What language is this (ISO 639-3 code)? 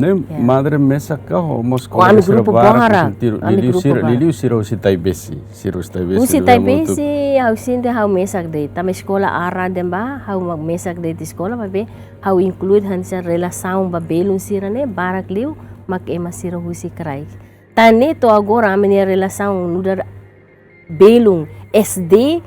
tet